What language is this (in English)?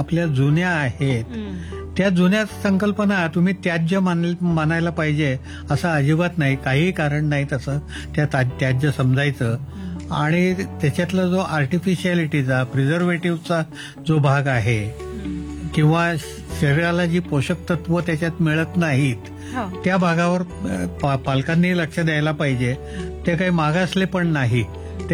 Marathi